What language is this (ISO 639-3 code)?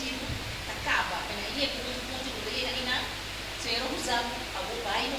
pap